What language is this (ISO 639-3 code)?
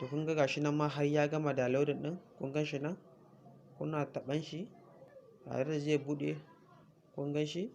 hau